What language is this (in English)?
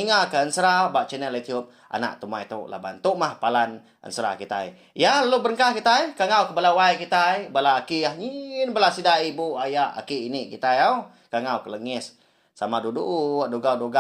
Iban